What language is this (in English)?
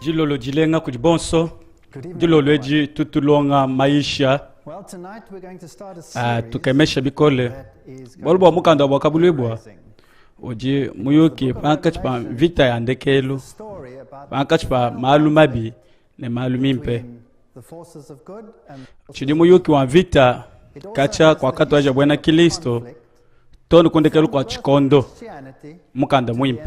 Luba-Lulua